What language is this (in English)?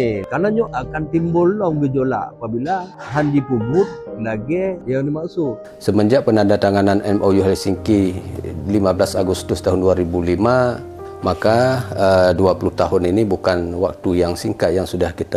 Achinese